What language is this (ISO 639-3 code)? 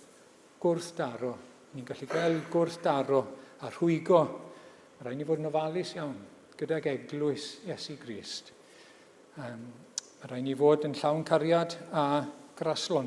cym